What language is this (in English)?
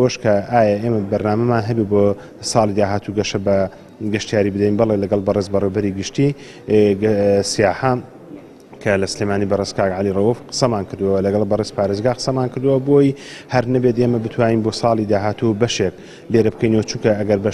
Central Kurdish